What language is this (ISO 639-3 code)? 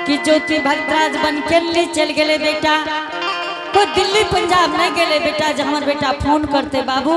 anp